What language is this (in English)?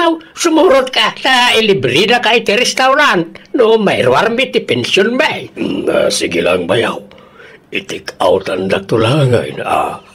Iloko